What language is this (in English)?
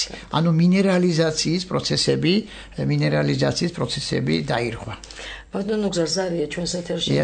Georgian